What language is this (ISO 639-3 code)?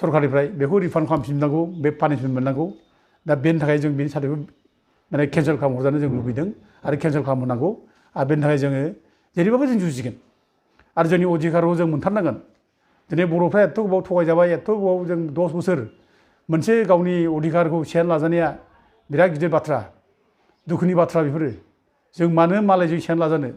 brx